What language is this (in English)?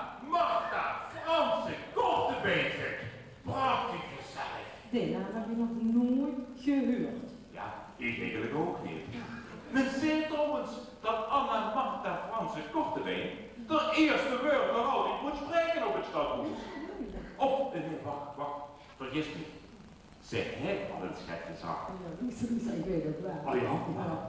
Limburgish